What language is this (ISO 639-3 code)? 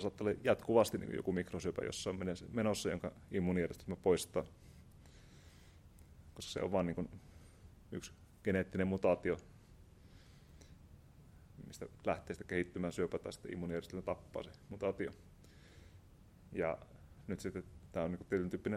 fin